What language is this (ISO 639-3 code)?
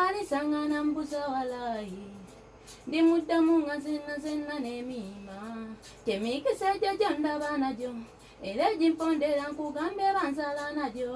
lug